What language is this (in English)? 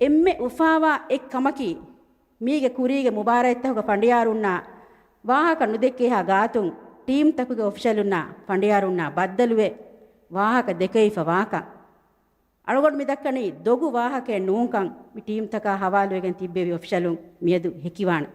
Divehi